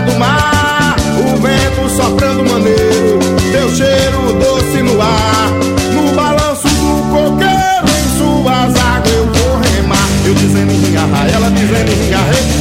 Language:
Portuguese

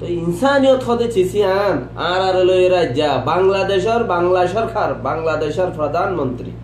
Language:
Rohingya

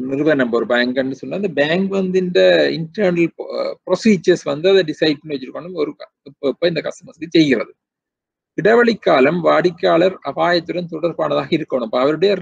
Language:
Tamil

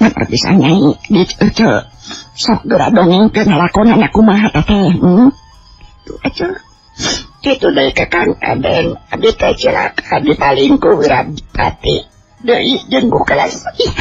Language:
Sundanese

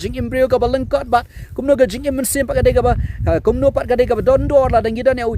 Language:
Khasi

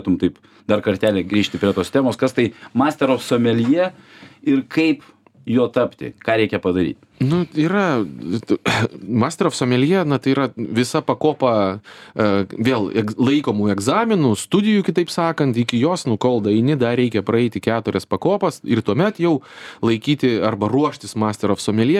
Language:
Lithuanian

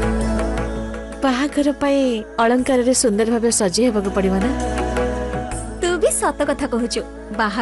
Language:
Odia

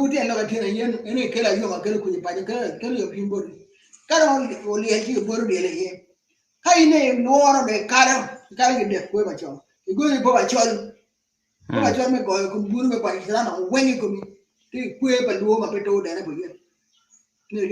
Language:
Acoli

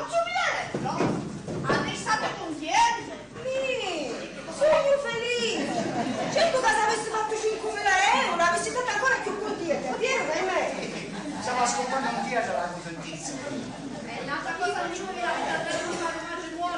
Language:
Sicilian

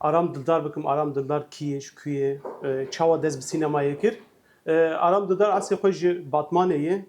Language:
Kurdish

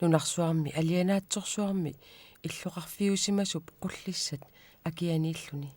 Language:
Kalaallisut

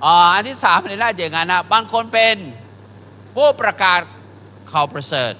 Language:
Akha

